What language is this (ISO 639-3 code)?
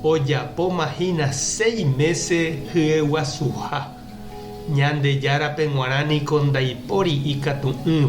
grn